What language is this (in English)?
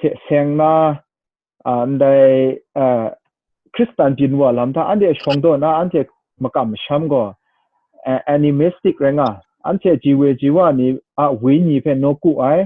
Kachin